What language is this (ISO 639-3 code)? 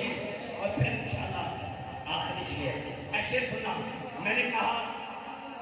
urd